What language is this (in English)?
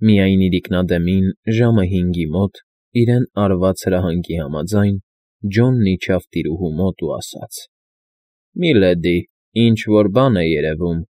Armenian